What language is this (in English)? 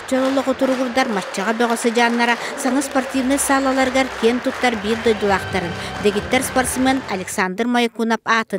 Yakut